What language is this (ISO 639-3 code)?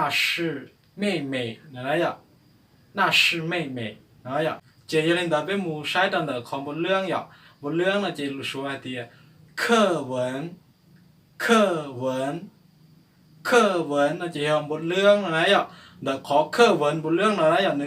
hmn